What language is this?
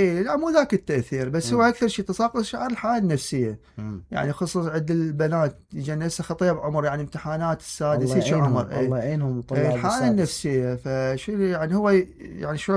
Mesopotamian Arabic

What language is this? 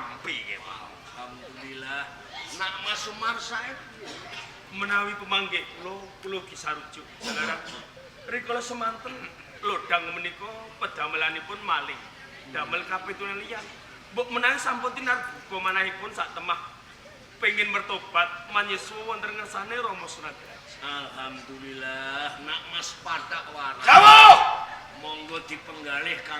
Javanese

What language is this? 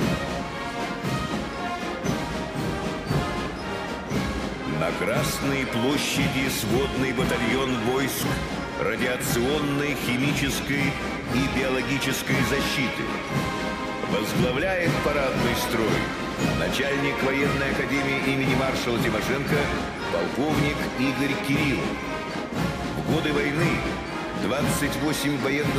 Russian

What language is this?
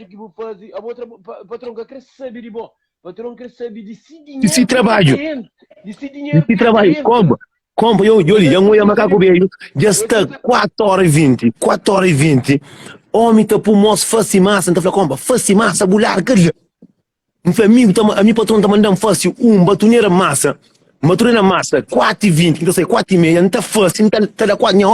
Kabuverdianu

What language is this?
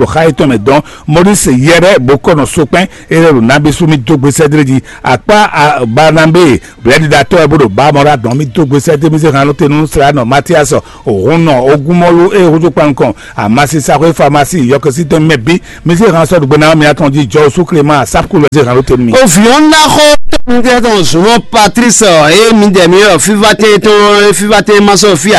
Fon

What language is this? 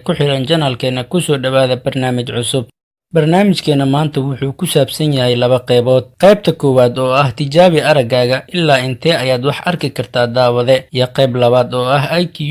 Somali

